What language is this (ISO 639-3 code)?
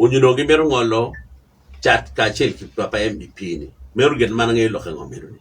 ach